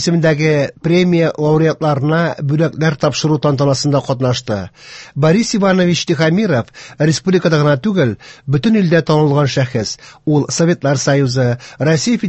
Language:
Tatar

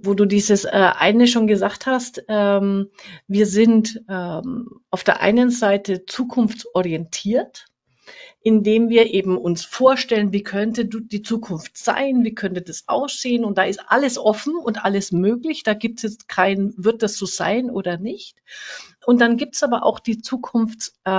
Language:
German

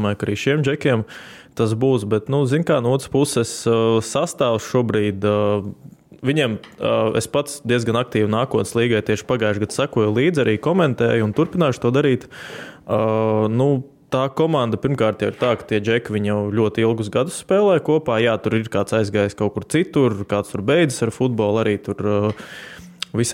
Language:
Latvian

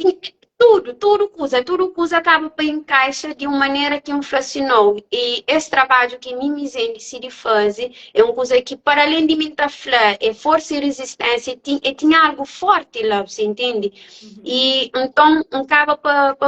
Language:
Kabuverdianu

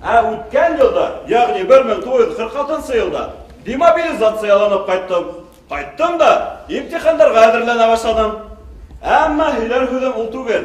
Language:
Bashkir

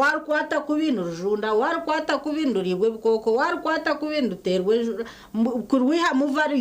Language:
Nyankole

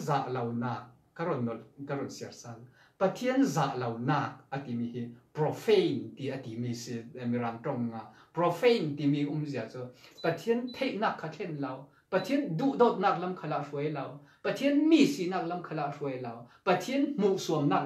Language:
Falam Chin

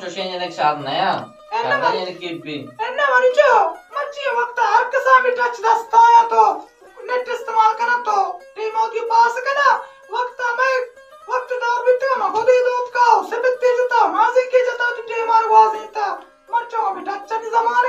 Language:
Baluchi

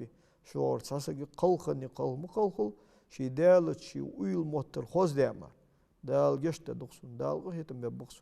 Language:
Ingush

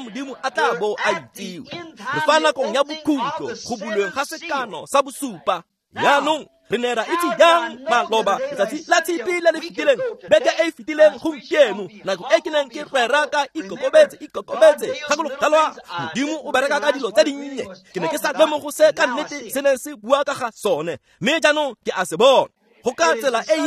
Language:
Tswana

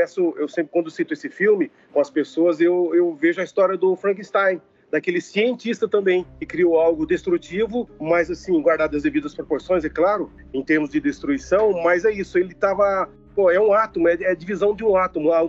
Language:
Portuguese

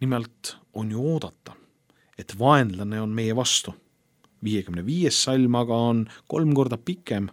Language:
Estonian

